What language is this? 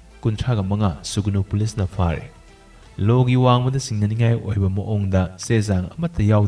Manipuri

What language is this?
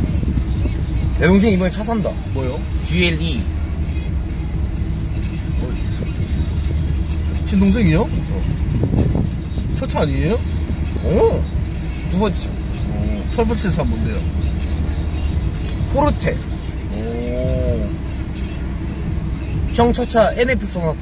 Korean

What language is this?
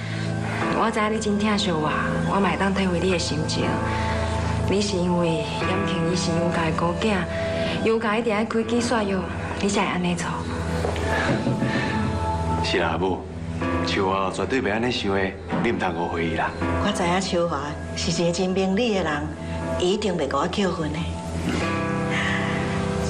Min Nan Chinese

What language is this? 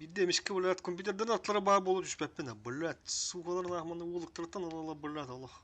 Yakut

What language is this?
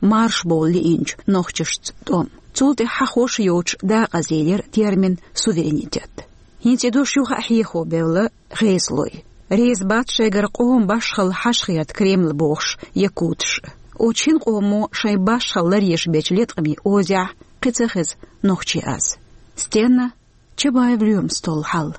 Chechen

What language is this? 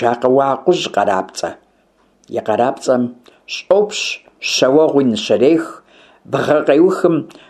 Kabardian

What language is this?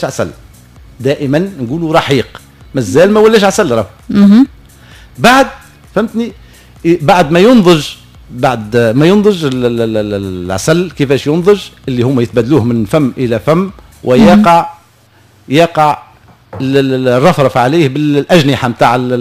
Tunisian Arabic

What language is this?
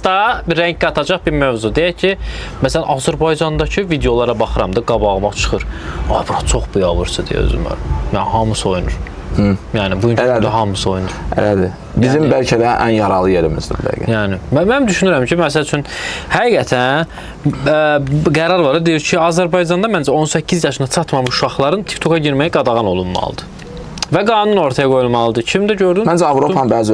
Azerbaijani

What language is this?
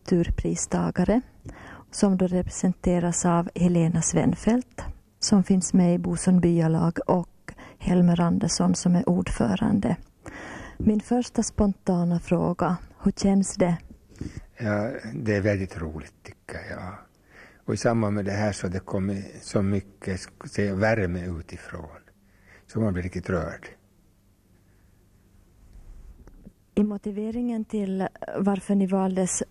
Swedish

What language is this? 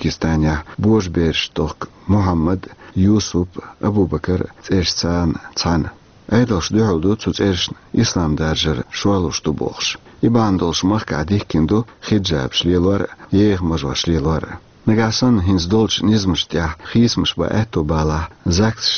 Chechen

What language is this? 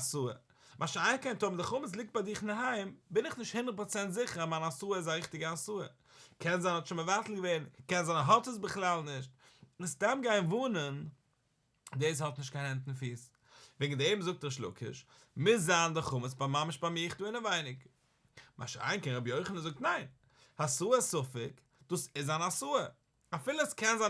Yiddish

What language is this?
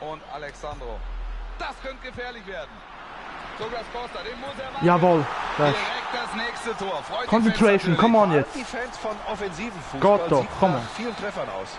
Swiss German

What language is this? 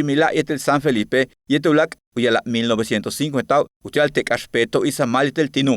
Yucateco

